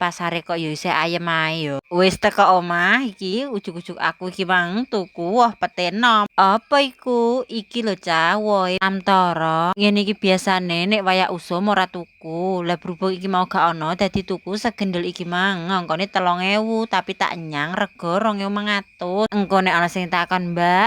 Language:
Javanese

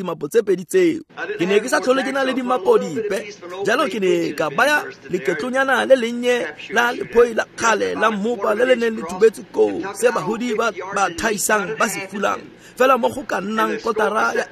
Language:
Tswana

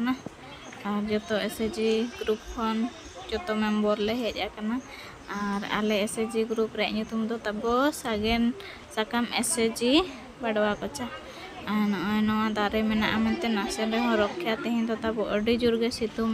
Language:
Santali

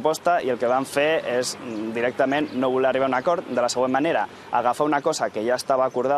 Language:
Catalan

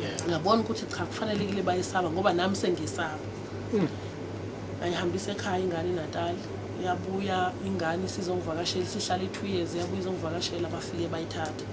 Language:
Zulu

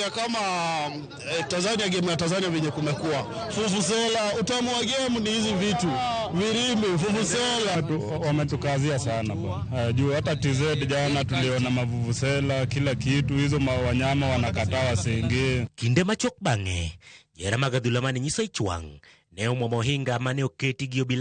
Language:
Luo (Kenya and Tanzania)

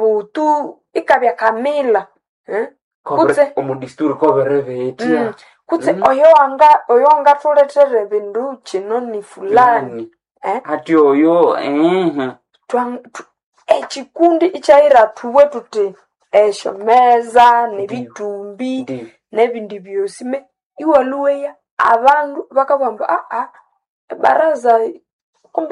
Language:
Nande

